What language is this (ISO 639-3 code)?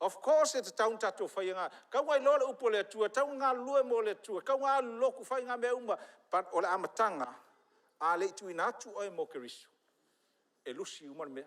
smo